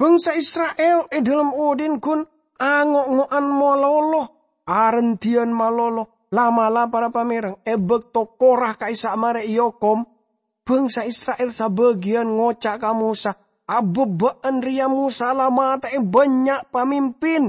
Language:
Madurese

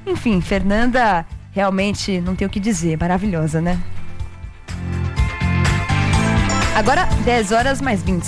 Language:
Portuguese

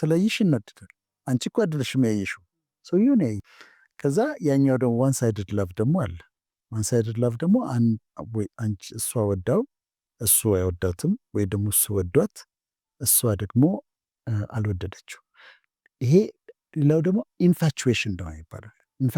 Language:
Amharic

